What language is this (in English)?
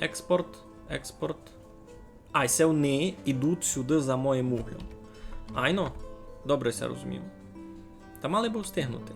Rusyn